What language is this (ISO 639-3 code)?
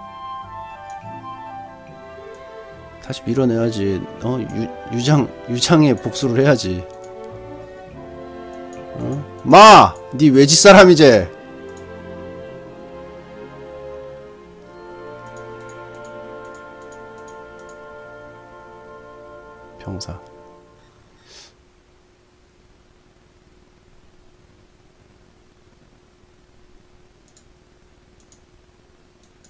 kor